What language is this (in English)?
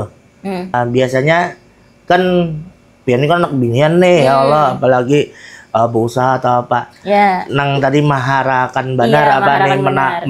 Banjar